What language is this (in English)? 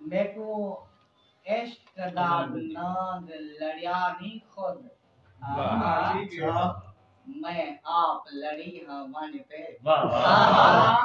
Saraiki